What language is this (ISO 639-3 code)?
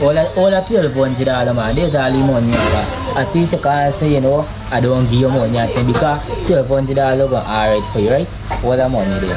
jam